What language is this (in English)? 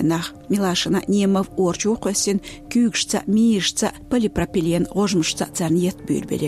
Chechen